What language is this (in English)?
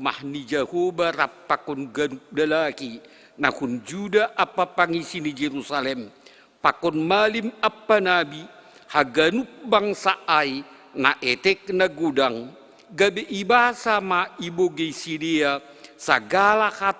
Batak Simalungun